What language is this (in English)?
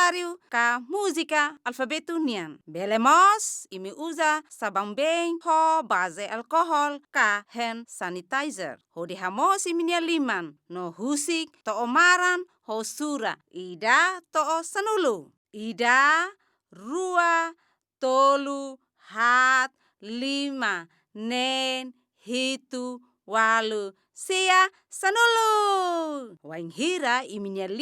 Tetum